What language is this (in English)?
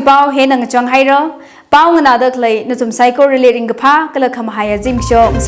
Tangkhul Naga (India)